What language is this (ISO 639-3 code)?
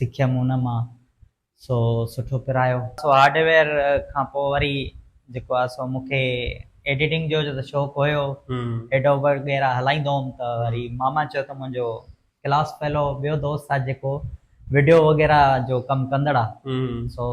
snd